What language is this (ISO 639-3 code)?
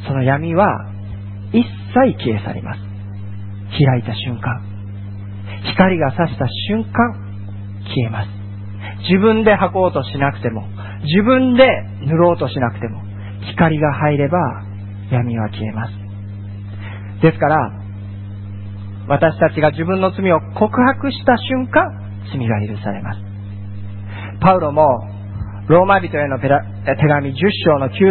jpn